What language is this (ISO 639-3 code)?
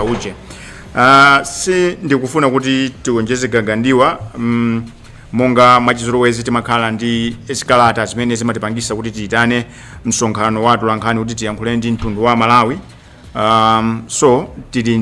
nya